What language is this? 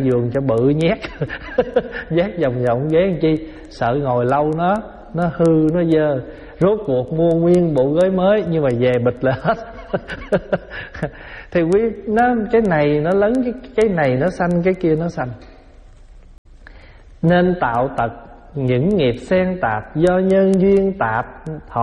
Vietnamese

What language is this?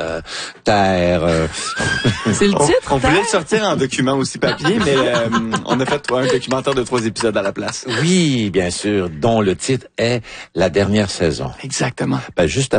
French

